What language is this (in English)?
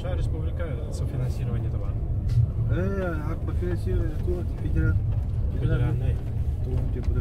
Yakut